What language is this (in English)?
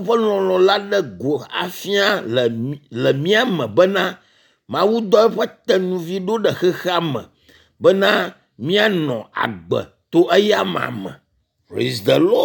Ewe